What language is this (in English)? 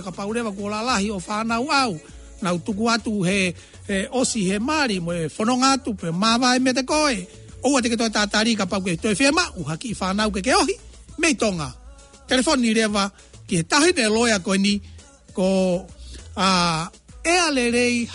Tongan